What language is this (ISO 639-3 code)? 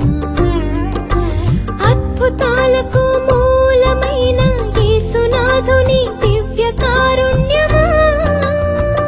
tel